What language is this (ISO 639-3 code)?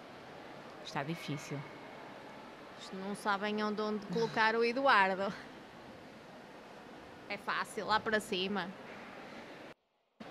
por